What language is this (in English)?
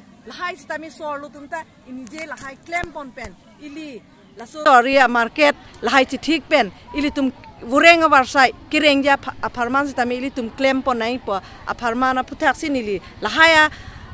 Karbi